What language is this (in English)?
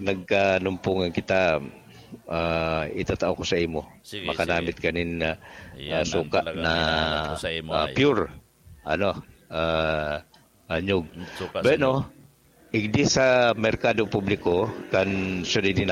Bikol